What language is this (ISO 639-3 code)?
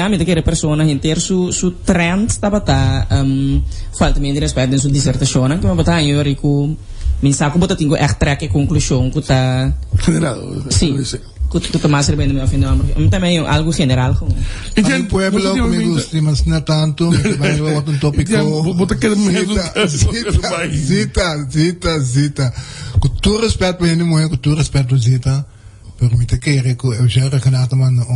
pap